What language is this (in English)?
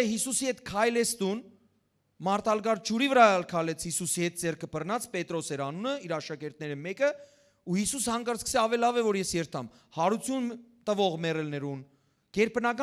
Western Armenian